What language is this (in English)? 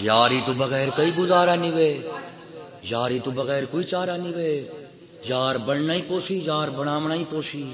Saraiki